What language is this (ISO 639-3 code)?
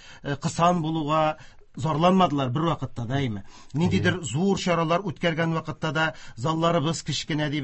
tat